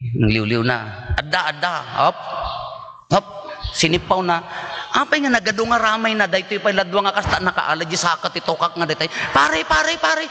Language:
Iloko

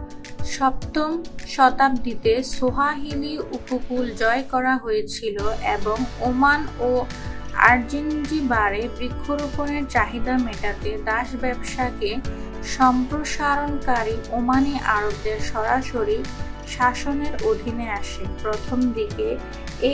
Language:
Bangla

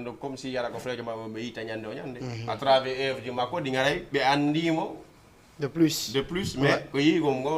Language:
Fula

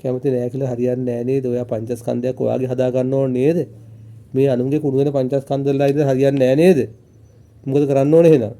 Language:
Sinhala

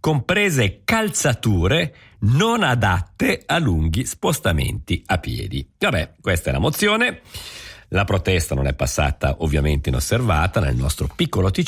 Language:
Italian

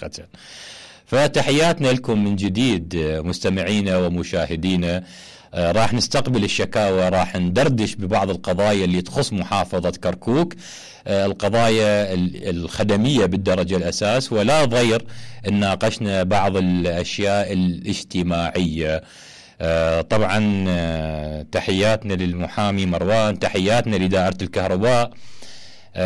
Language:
Mesopotamian Arabic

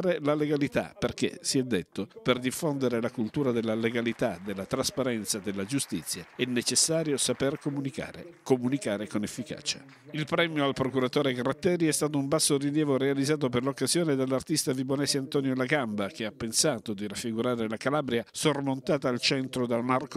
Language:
Italian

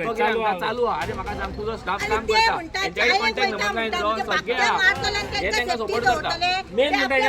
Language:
Konkani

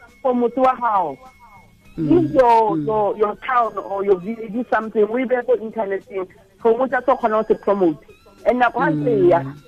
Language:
Southern Sotho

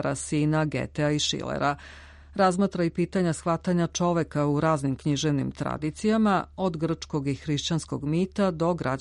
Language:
Serbian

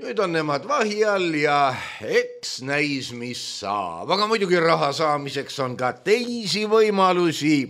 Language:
Estonian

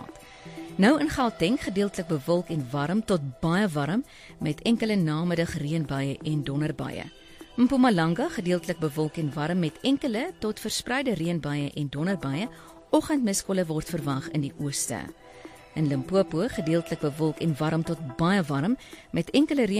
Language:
Afrikaans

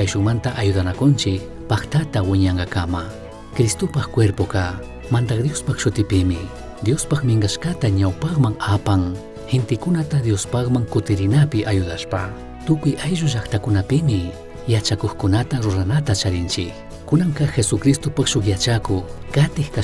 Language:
Chimborazo Highland Quichua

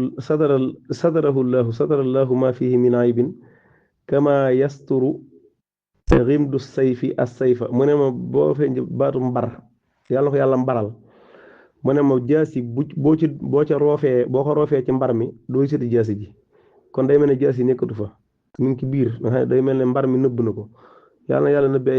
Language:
Wolof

